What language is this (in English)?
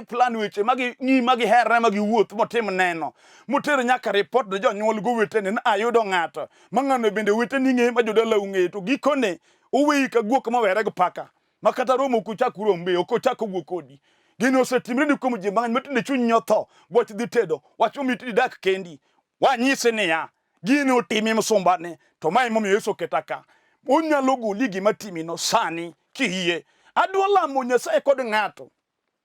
Luo (Kenya and Tanzania)